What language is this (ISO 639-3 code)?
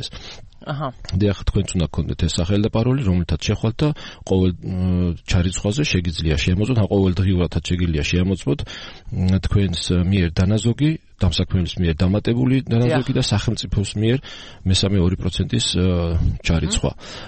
kat